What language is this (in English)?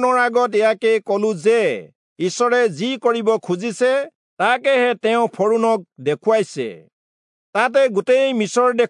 Assamese